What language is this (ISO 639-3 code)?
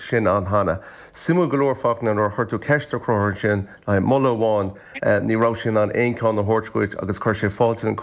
gle